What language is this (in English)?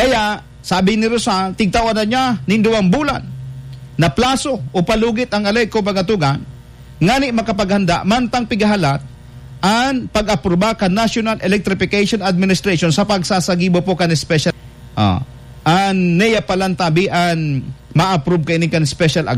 Bikol